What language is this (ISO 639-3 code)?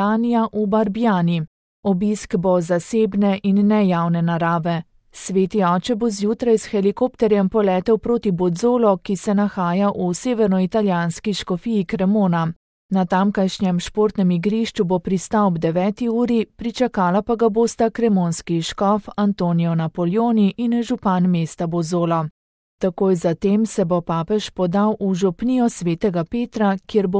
slv